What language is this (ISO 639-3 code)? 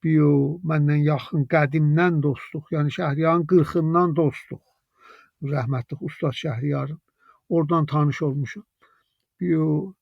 azb